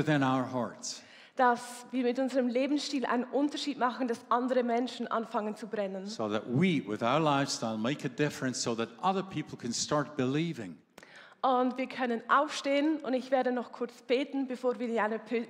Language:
Swiss German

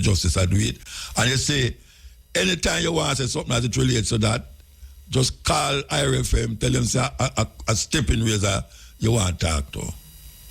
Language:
Jamaican Creole English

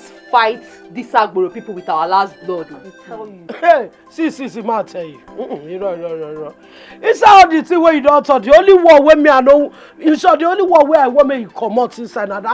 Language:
Nigerian Pidgin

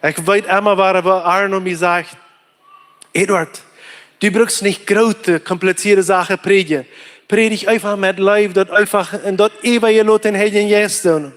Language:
Plautdietsch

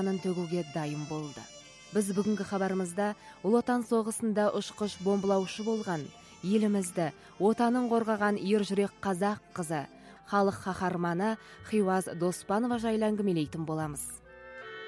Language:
Kazakh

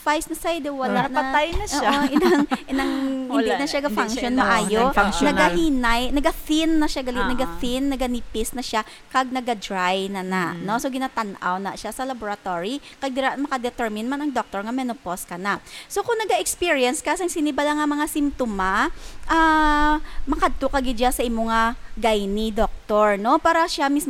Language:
Hiligaynon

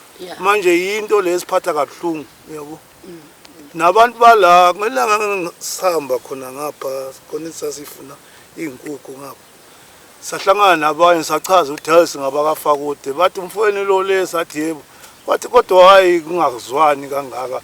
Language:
Zulu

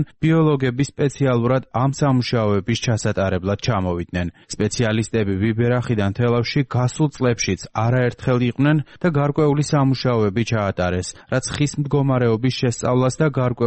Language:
Georgian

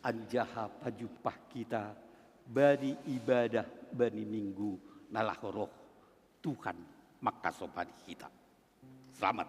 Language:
Batak Simalungun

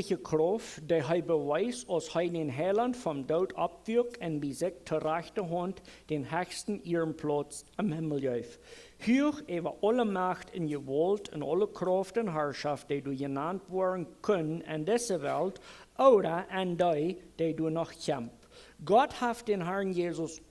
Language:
Plautdietsch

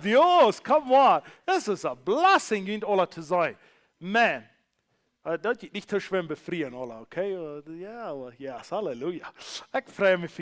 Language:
Plautdietsch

